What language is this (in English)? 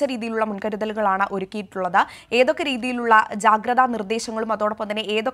Malayalam